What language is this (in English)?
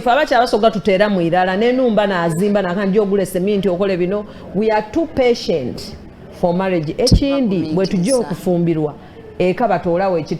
Soga